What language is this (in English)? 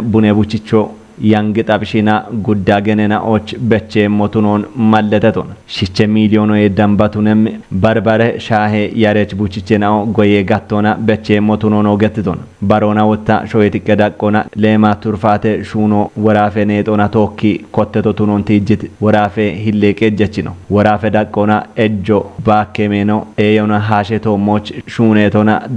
Kafa